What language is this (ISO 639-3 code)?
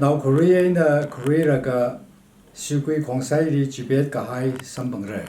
nmf